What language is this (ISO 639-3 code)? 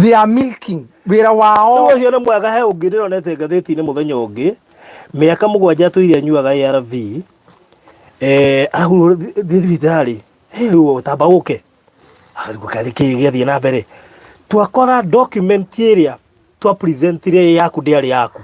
kik